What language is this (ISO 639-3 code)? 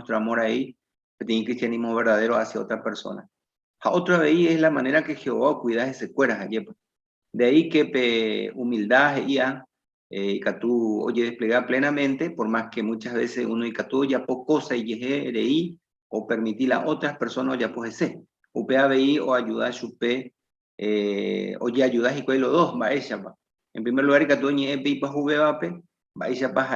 grn